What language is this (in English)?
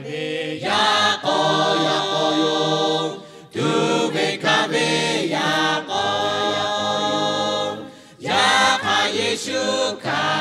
Lahu